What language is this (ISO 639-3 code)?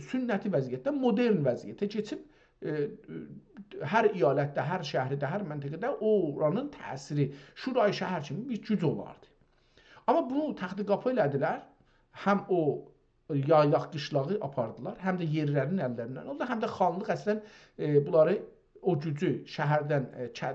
azb